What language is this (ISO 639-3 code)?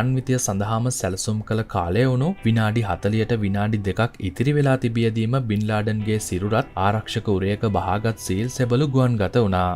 sin